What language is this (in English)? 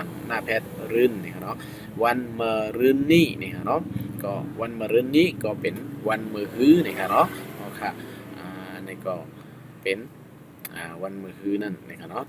Shan